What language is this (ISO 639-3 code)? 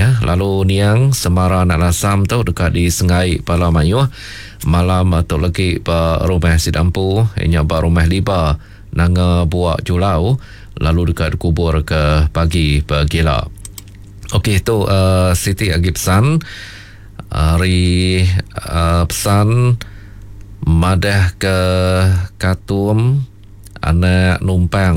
iba